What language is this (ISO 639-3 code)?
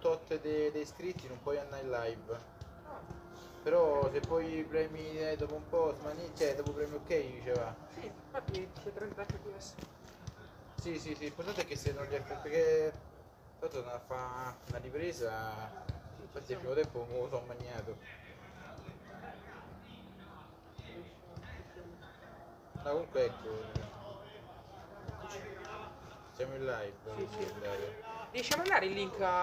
ita